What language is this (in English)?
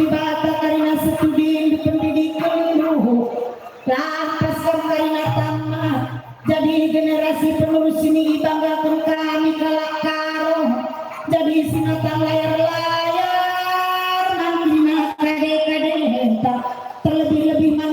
Batak Karo